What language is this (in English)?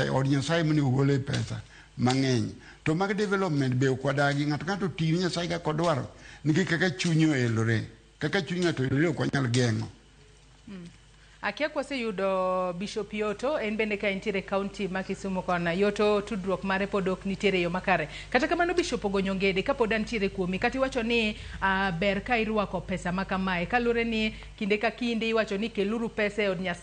Luo (Kenya and Tanzania)